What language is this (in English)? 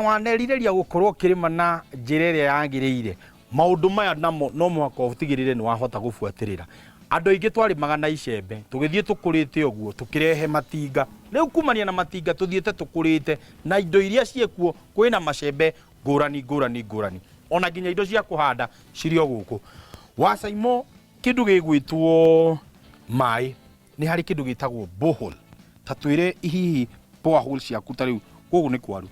Kikuyu